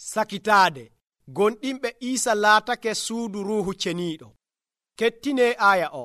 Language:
Nigerian Fulfulde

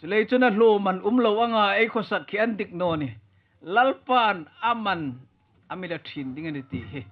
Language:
Hmar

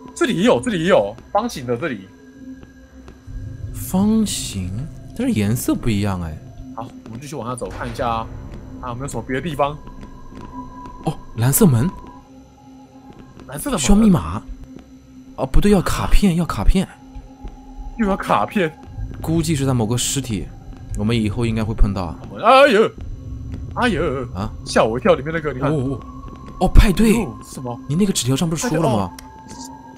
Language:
Chinese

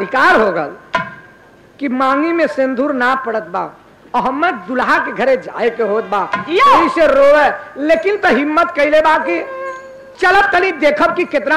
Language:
Bhojpuri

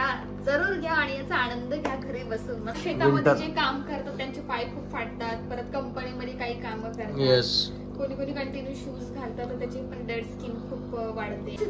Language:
Marathi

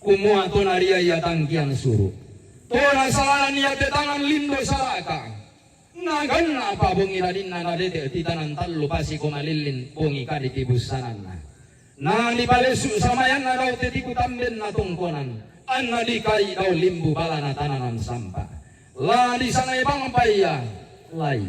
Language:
Toraja-Sa'dan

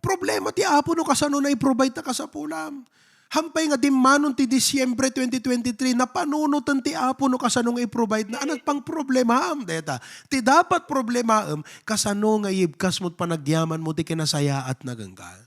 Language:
Iloko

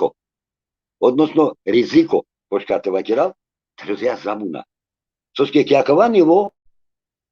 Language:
Balkan Romani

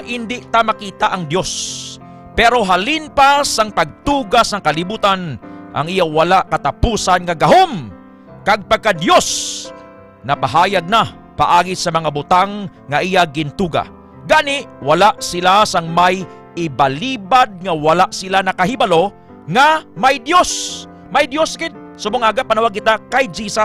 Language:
Hiligaynon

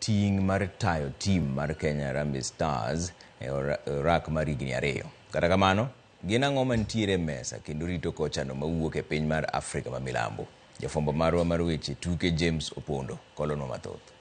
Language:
Luo (Kenya and Tanzania)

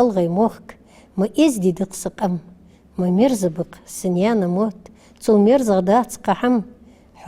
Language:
Ingush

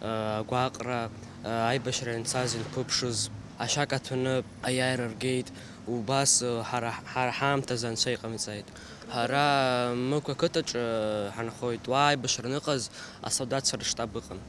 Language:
Abkhazian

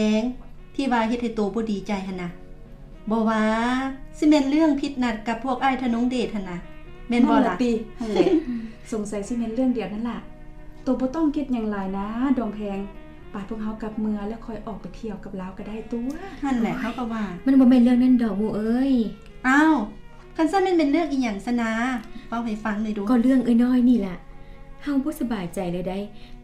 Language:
Lao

